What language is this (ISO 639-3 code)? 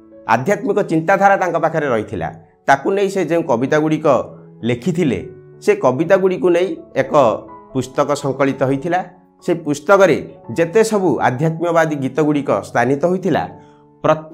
ori